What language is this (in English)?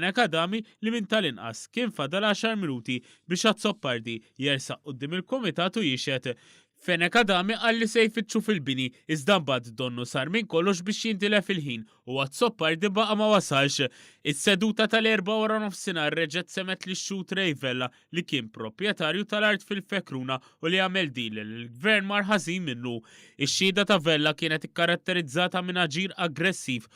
Maltese